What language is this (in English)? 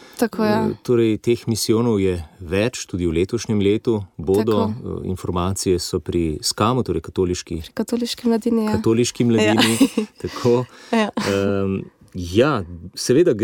Slovenian